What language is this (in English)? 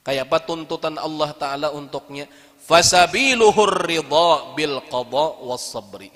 Banjar